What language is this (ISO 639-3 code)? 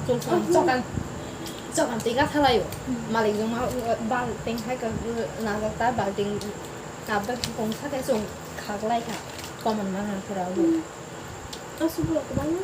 trp